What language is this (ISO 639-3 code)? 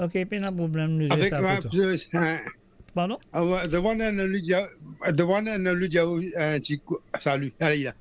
mfe